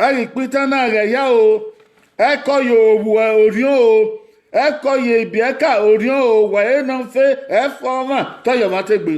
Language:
Bini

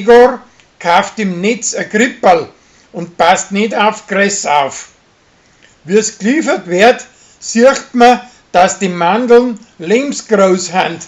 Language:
Bavarian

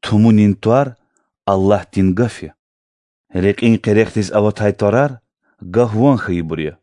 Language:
Lezghian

